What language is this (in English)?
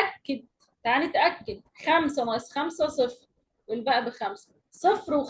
Egyptian Arabic